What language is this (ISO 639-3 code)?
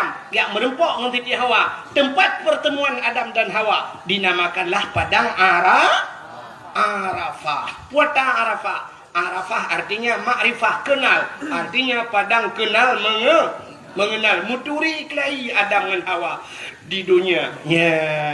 ace